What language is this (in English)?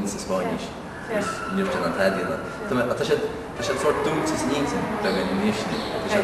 Irish